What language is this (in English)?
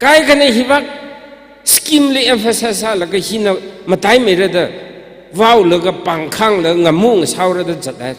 Tangkhul Naga (India)